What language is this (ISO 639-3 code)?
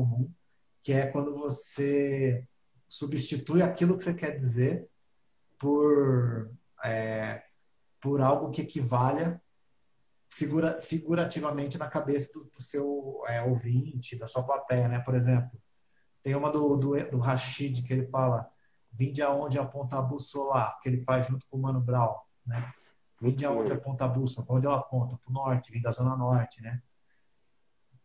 por